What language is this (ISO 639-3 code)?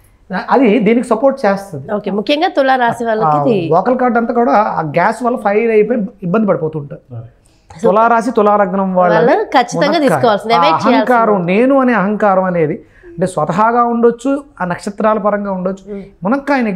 tel